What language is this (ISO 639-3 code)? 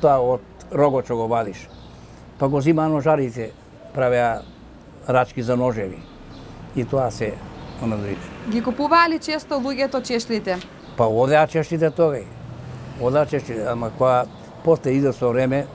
mkd